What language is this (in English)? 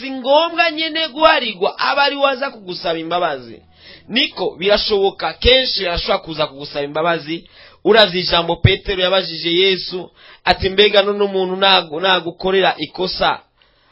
Rundi